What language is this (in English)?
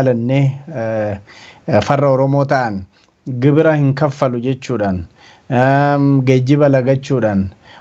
Oromo